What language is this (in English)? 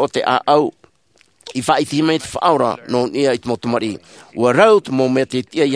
Tahitian